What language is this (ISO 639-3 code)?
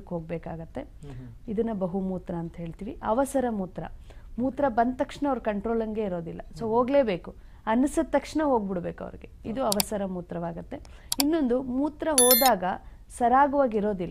kan